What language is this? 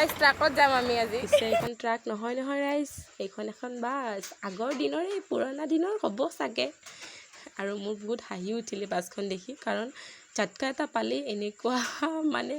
Assamese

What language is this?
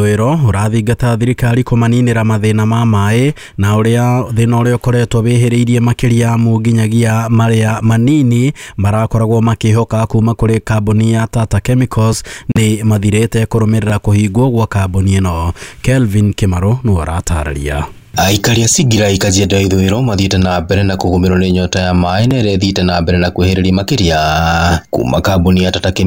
Kikuyu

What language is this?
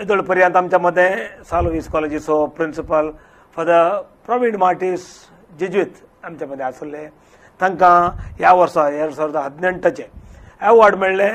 Konkani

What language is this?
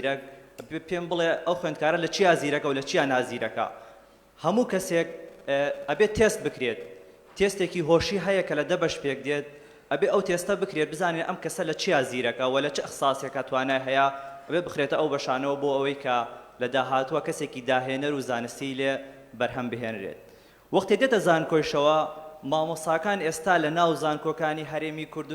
Central Kurdish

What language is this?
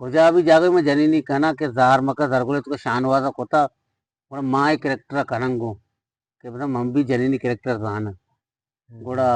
Eastern Balochi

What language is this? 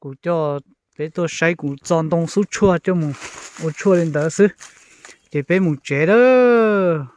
Hmong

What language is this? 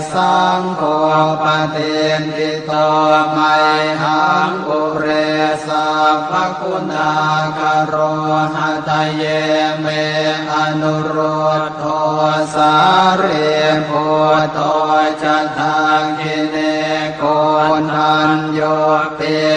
Pali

